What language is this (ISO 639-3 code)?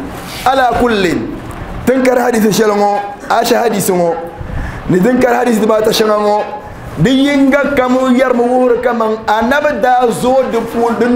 dag